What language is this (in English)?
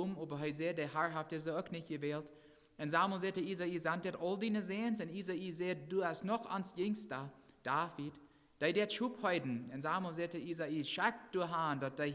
Plautdietsch